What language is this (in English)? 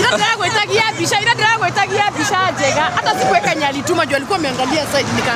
Kikuyu